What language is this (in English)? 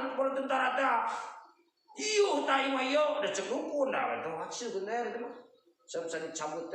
Sundanese